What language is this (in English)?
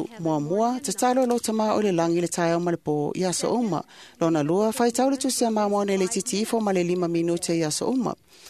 Samoan